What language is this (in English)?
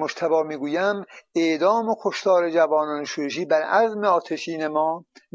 Persian